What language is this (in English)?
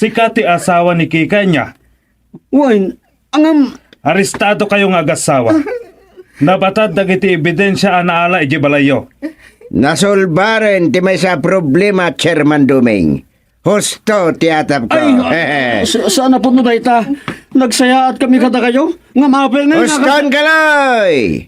Iloko